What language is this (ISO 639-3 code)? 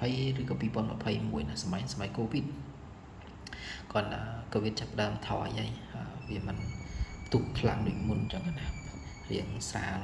khm